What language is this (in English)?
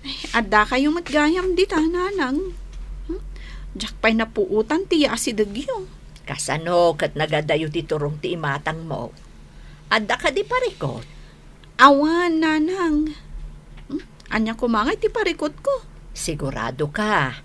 Iloko